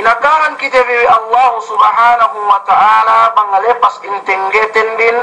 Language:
Yakan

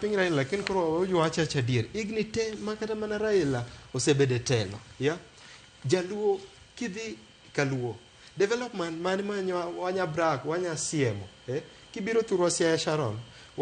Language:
Luo (Kenya and Tanzania)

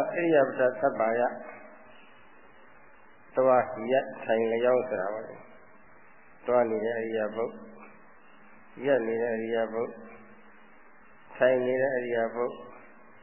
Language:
Burmese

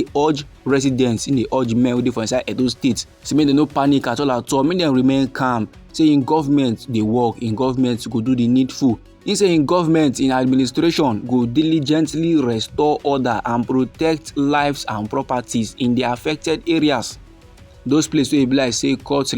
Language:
Nigerian Pidgin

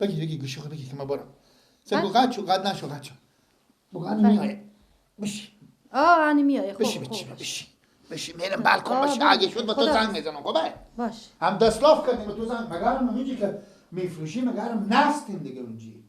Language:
Persian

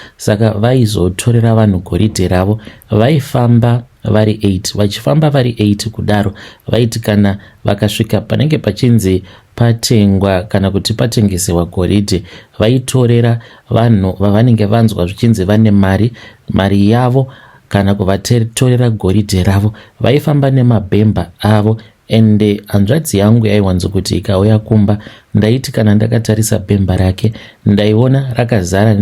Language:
Shona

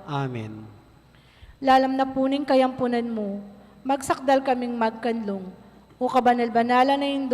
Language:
Pampanga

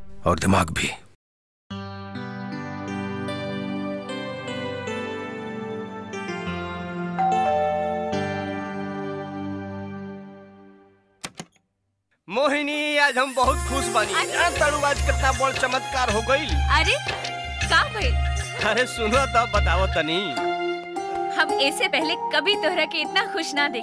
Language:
Bhojpuri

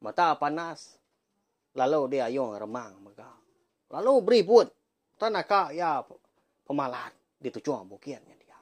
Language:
Iban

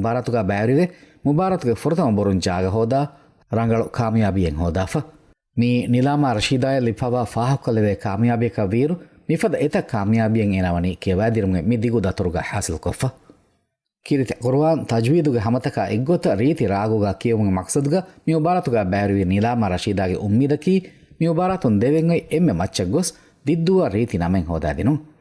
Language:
Divehi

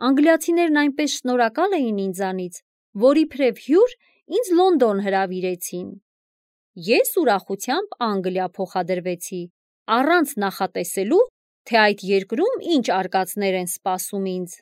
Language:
Armenian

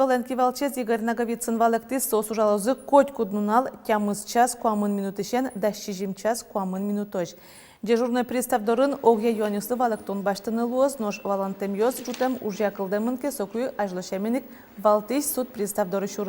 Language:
Udmurt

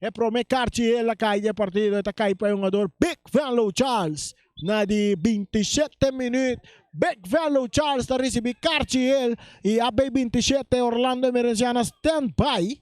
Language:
Papiamento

